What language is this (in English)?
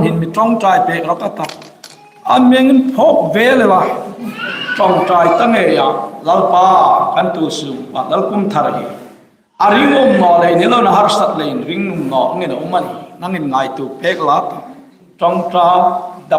Hmar